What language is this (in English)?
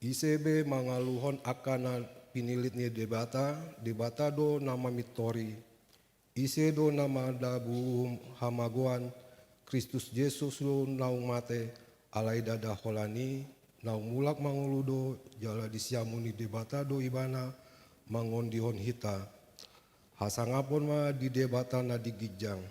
Batak Toba